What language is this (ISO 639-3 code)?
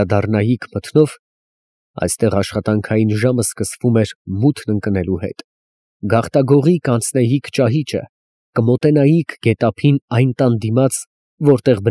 hye